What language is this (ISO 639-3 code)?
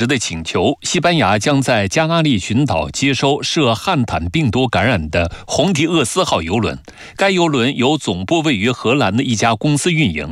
zho